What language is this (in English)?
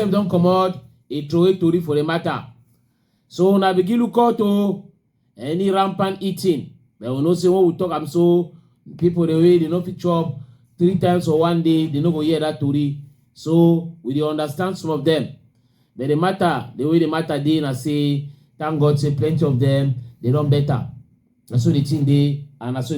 Cameroon Pidgin